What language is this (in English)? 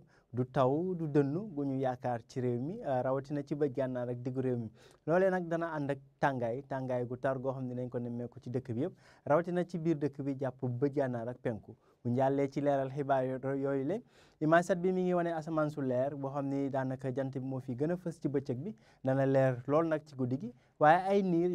Wolof